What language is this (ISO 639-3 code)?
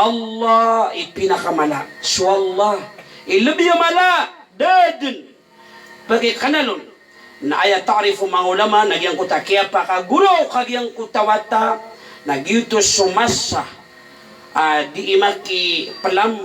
mrw